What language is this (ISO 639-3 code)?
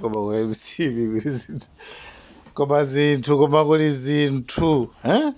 nya